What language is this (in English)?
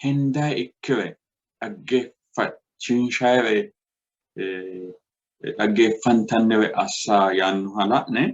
Sidamo